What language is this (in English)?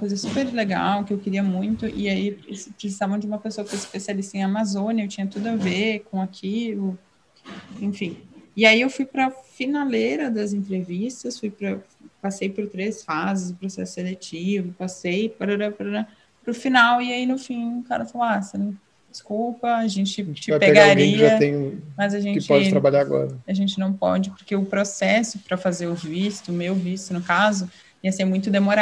Portuguese